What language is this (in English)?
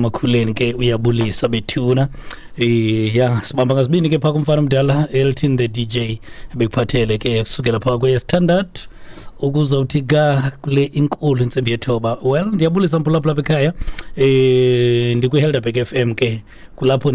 Xhosa